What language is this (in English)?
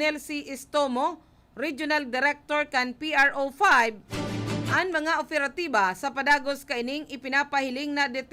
Bikol